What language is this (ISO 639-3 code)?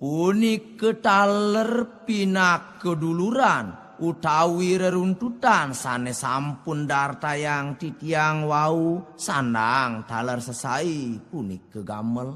ban